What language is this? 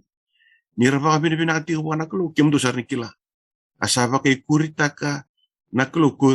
Fijian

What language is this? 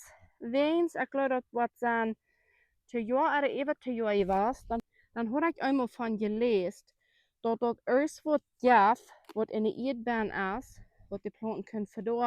Plautdietsch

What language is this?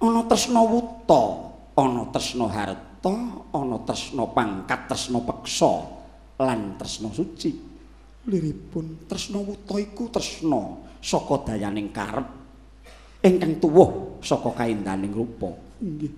Javanese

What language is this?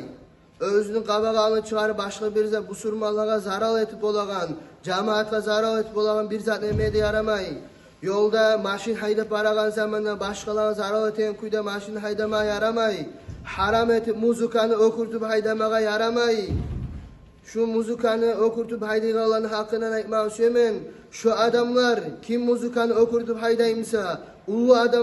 Kumyk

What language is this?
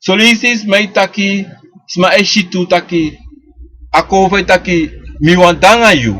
Sranan Tongo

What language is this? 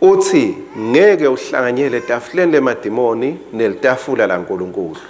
Swati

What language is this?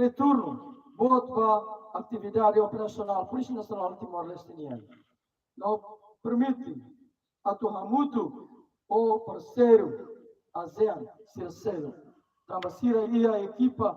Tetum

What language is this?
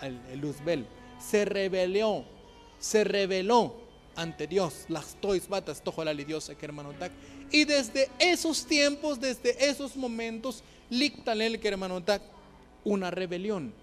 Tzotzil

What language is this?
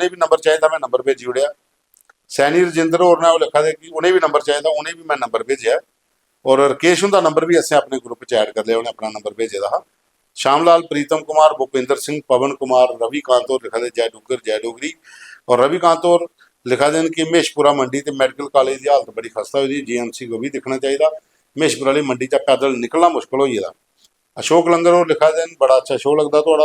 Dogri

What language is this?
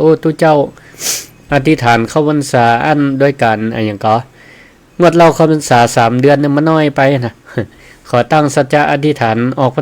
Northern Thai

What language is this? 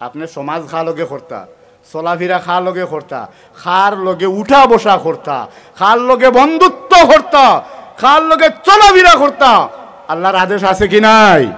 Sylheti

